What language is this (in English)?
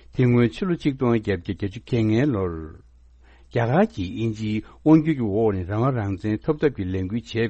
Tibetan